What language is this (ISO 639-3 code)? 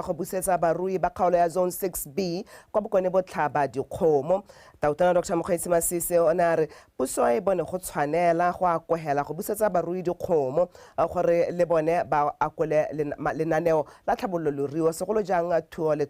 tsn